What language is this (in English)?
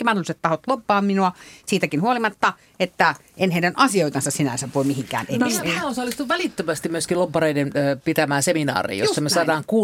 Finnish